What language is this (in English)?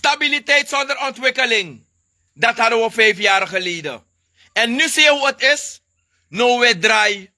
Sranan Tongo